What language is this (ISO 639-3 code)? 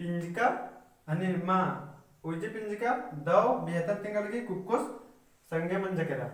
kru